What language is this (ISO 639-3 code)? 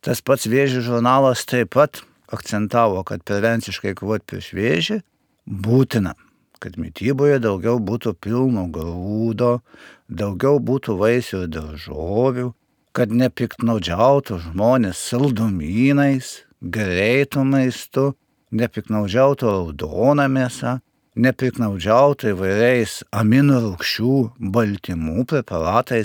lit